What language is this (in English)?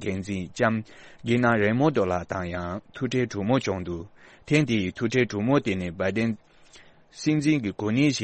Tibetan